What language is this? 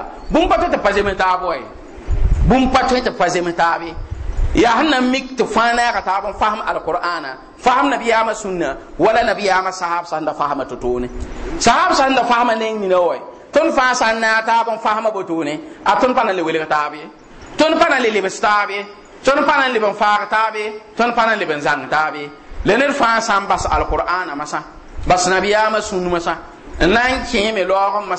Mossi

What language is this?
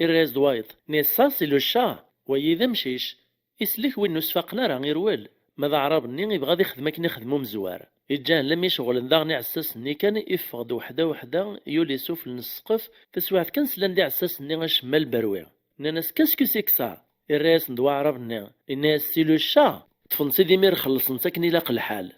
Kabyle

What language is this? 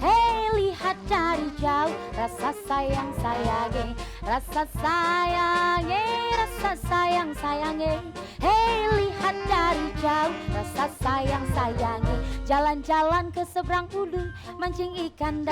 Musi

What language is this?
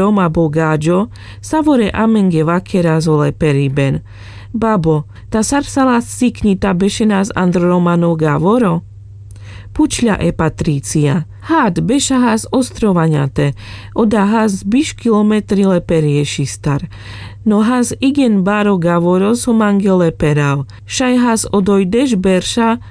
Carpathian Romani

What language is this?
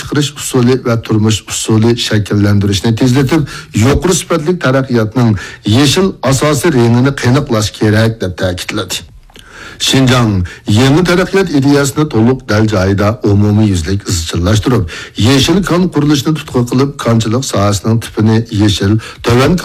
Uyghur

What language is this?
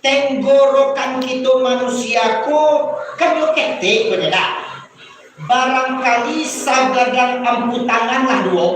Minangkabau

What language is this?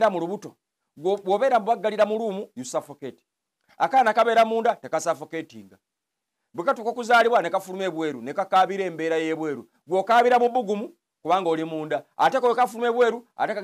Ganda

